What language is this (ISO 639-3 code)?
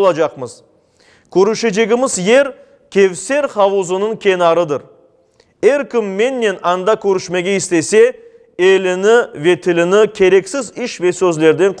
crh